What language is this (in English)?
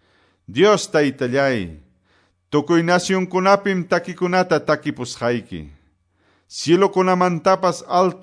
Quechua